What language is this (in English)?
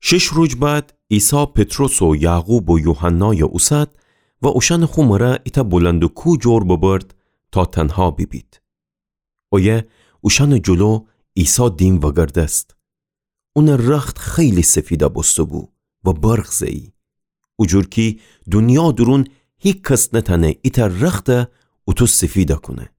Gilaki